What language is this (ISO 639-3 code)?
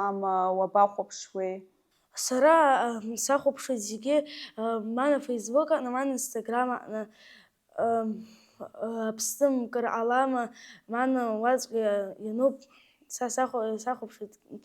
abk